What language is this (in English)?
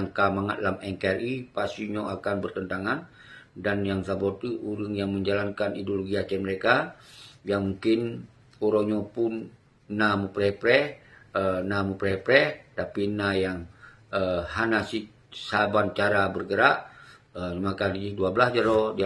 Achinese